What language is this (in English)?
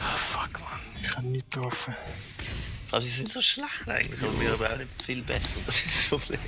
Swiss German